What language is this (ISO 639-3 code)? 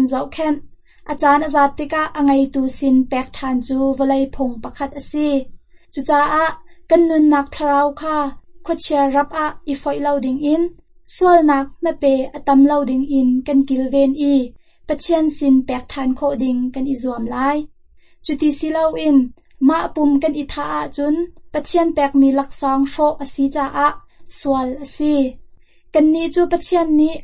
cnh